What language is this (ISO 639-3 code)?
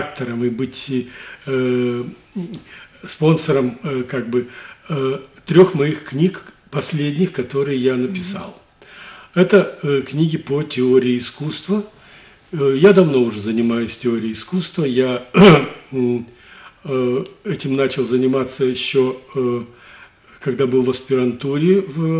rus